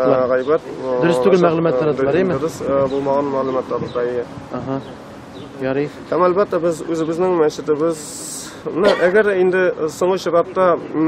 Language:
Tatar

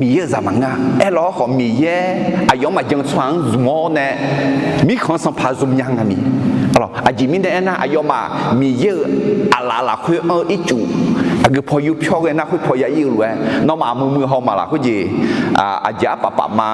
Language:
Akha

